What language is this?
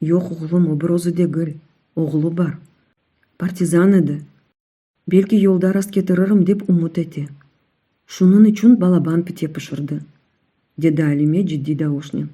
Crimean Tatar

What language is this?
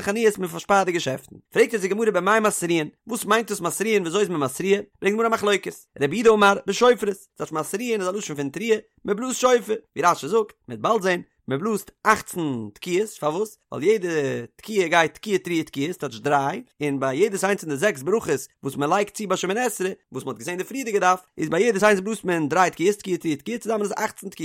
Yiddish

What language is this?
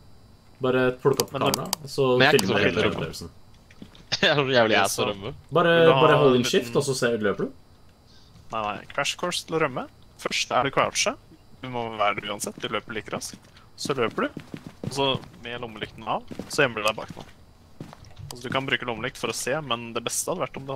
Norwegian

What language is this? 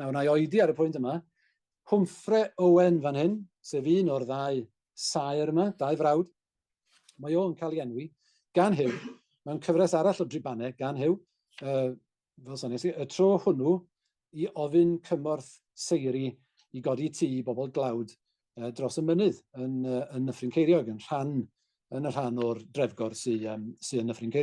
Welsh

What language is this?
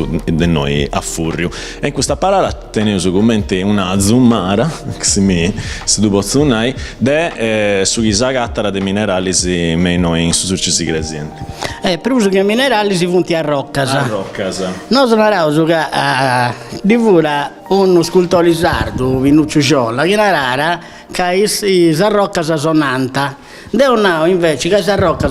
Sardinian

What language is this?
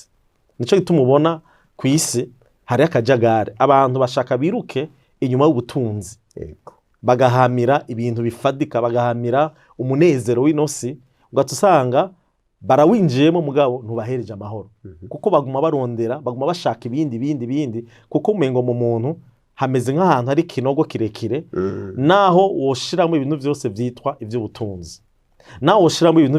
Rundi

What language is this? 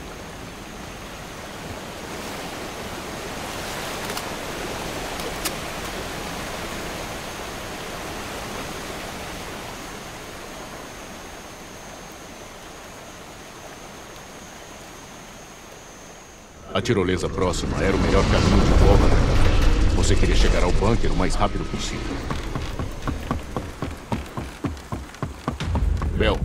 Portuguese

